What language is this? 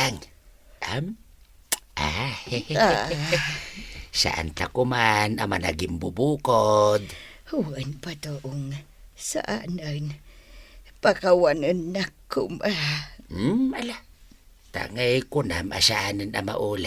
Iloko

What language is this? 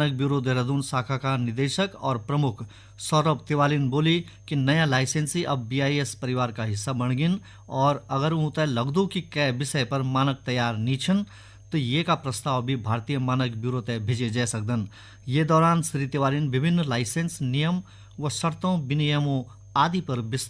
Garhwali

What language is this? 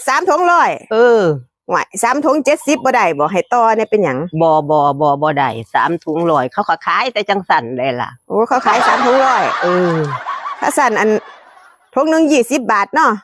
Northeastern Thai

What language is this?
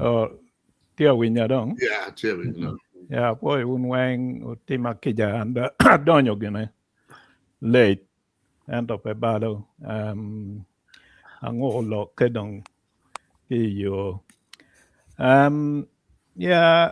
Acoli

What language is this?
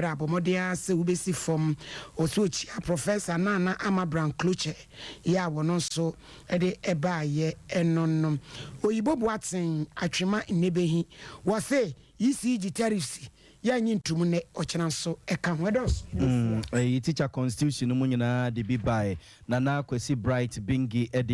Akan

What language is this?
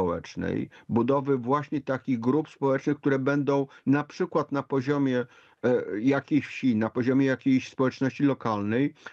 Polish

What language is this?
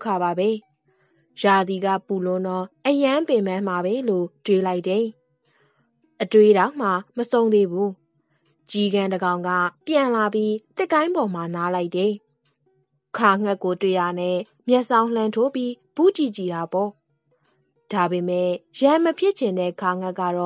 Burmese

